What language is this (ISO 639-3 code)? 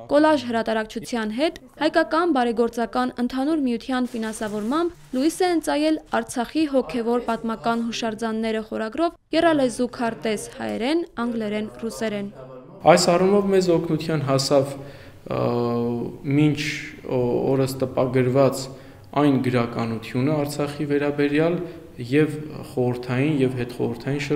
hye